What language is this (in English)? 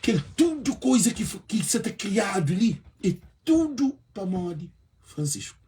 Kabuverdianu